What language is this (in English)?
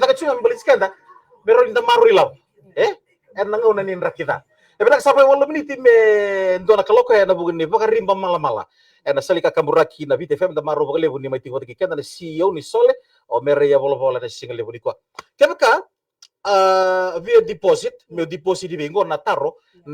Fijian